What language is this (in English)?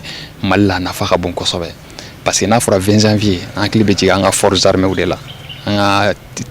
Bambara